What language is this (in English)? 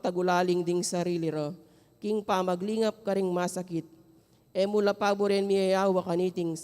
Pampanga